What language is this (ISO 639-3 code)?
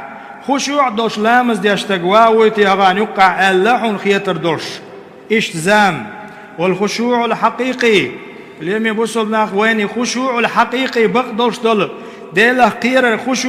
che